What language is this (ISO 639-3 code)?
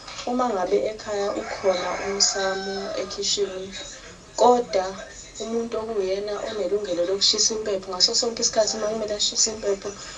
zul